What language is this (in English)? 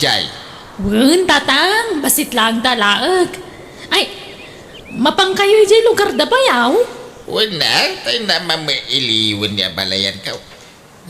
Iloko